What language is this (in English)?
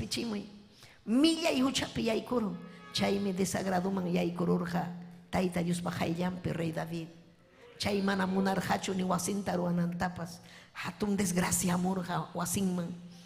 Ayacucho Quechua